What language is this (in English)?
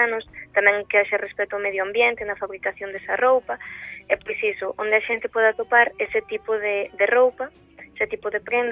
Galician